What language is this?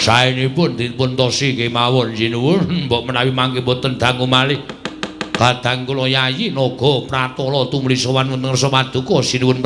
Javanese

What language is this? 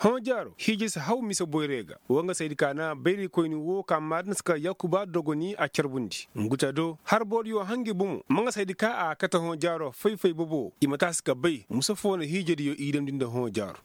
Koyraboro Senni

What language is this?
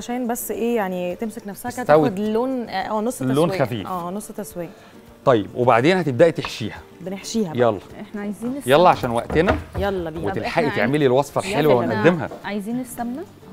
Egyptian Arabic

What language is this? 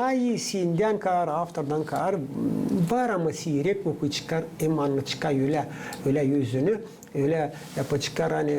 Gagauz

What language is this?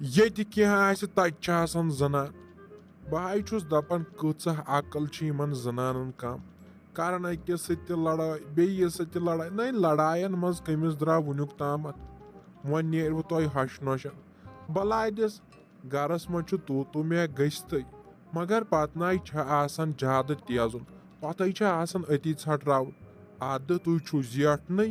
Kashmiri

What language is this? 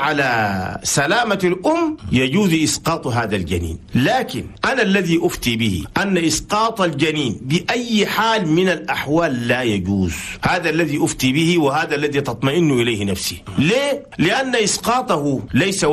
Chadian Arabic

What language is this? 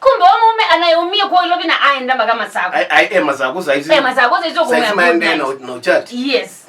Kamba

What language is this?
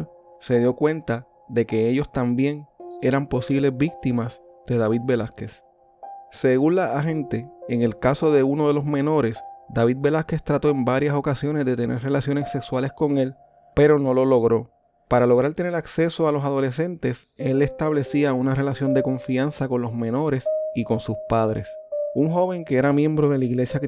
Spanish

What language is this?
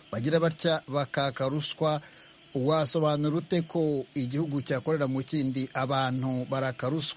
Kinyarwanda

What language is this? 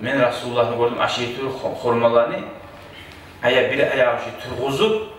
Kumyk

